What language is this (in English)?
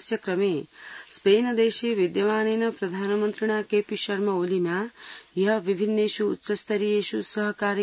Sanskrit